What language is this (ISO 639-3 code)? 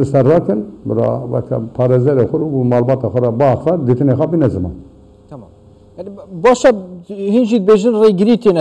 kur